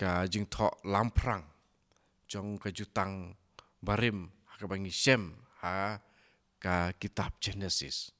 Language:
Khasi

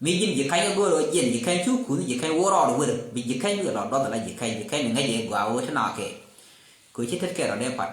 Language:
Nuer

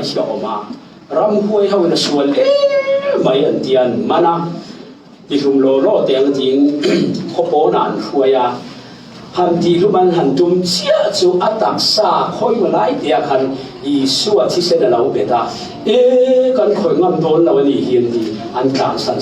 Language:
Falam Chin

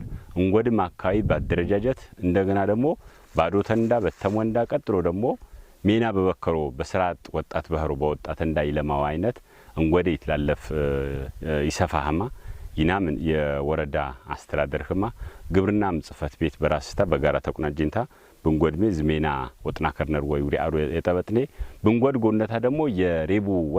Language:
Amharic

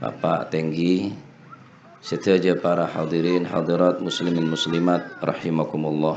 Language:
Madurese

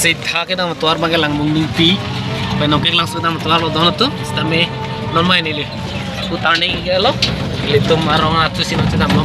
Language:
Karbi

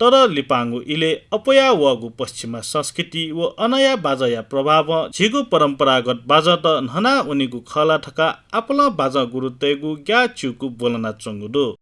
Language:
Newari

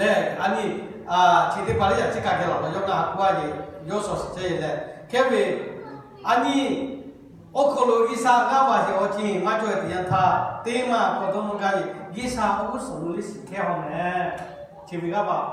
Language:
Lahu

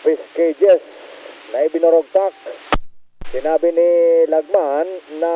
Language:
Bikol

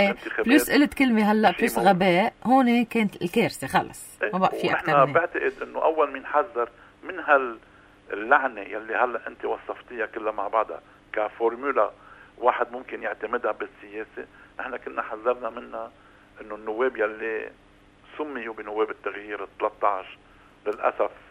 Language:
North Levantine Arabic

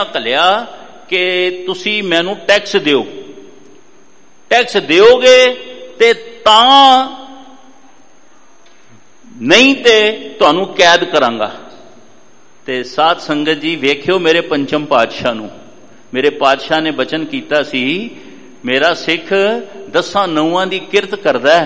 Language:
Punjabi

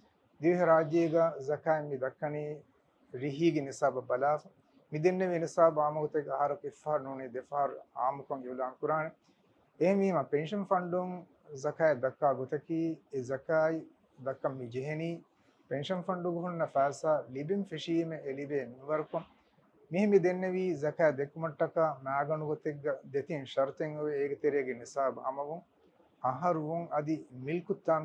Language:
Divehi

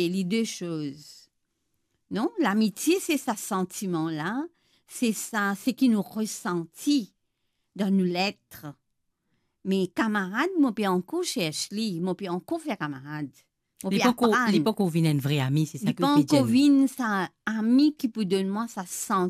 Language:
Morisyen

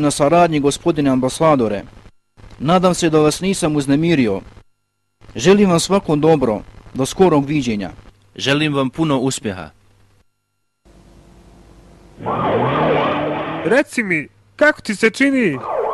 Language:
Bosnian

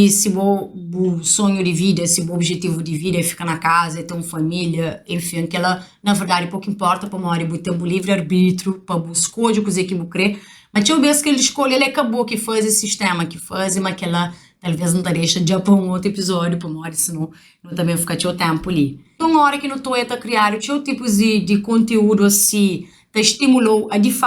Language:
Kabuverdianu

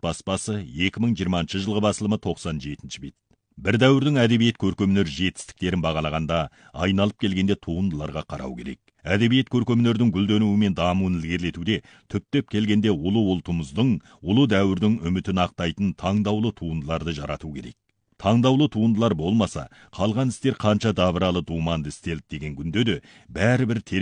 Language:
Kazakh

